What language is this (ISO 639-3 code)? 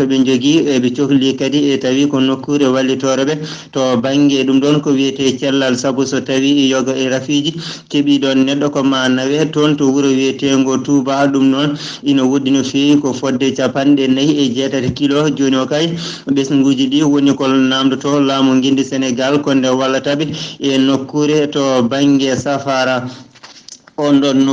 ful